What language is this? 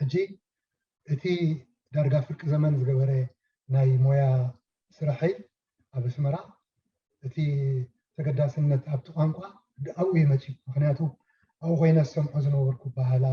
Tigrinya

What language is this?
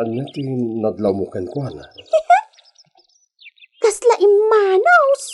Iloko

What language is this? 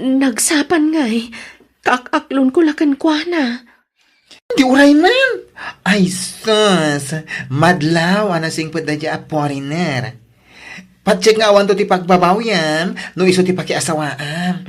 Iloko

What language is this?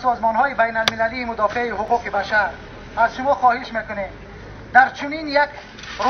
Tajik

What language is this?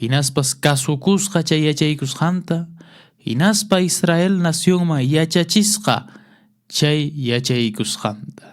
Quechua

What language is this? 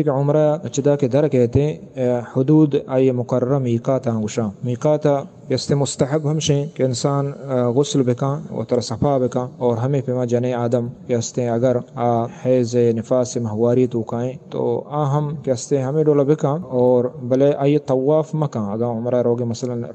Eastern Balochi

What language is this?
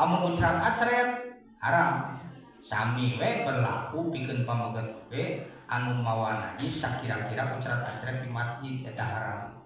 Sundanese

